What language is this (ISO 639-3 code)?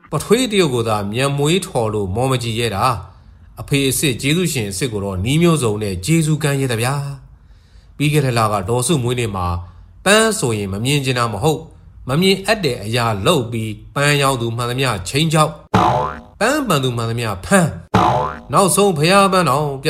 mya